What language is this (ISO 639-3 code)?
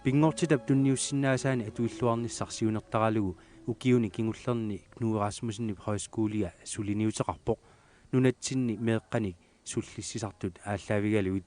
kal